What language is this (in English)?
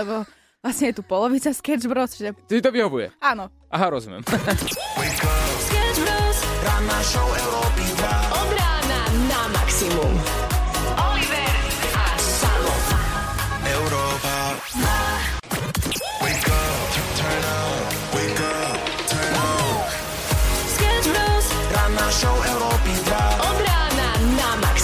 Slovak